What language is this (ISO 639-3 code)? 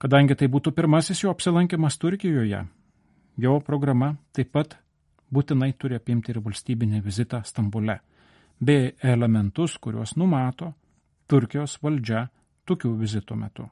lit